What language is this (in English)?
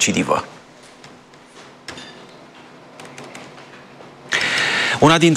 Romanian